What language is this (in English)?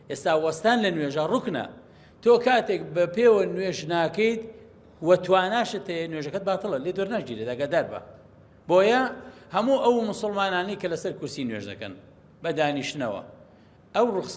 Central Kurdish